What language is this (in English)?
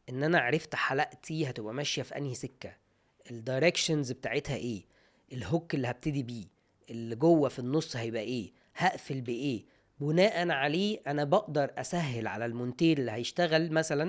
Egyptian Arabic